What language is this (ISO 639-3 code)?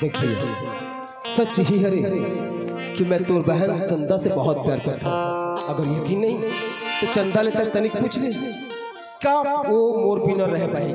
hne